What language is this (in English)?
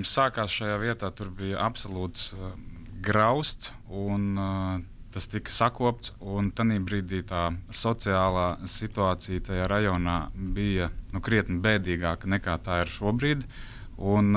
Latvian